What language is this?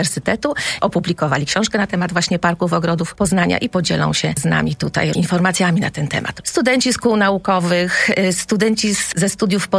Polish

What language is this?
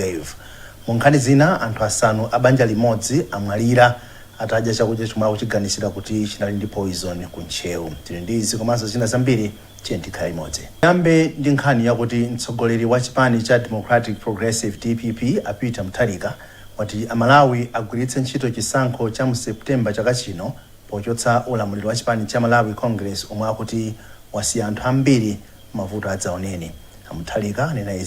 Nyanja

